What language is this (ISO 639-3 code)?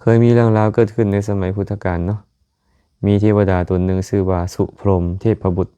lao